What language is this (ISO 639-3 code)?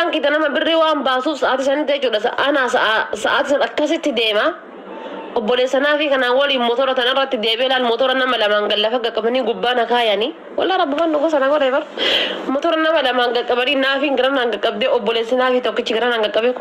orm